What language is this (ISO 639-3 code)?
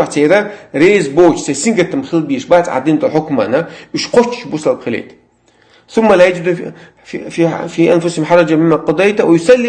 che